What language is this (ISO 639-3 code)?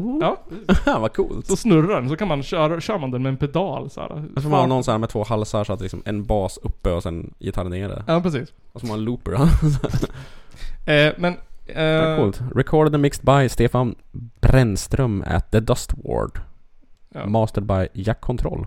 swe